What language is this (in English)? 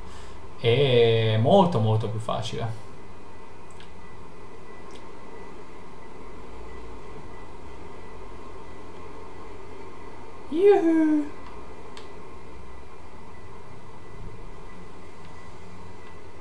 Italian